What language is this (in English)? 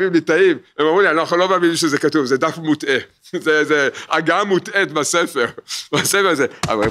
Hebrew